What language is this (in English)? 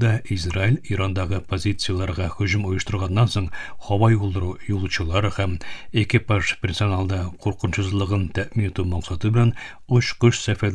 Tatar